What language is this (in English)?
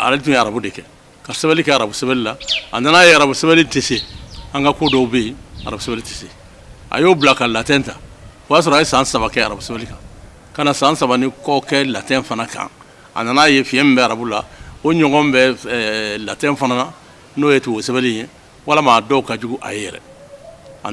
Bambara